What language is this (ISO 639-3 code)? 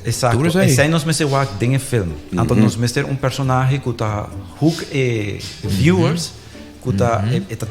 pap